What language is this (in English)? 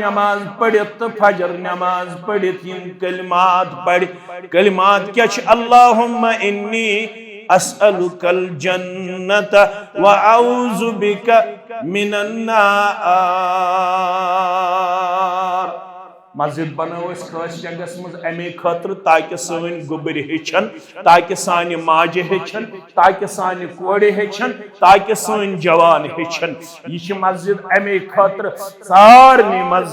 Kashmiri